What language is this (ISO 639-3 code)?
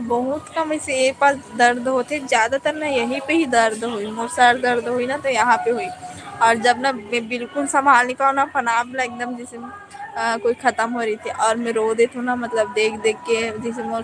hne